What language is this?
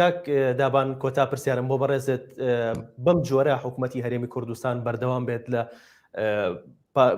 Central Kurdish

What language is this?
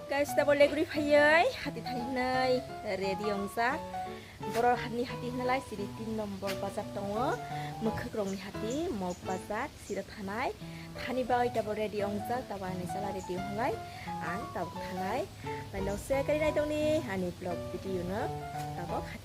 Kok Borok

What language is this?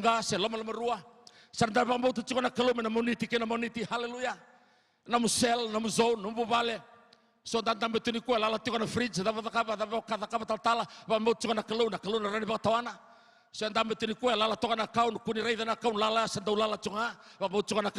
Fijian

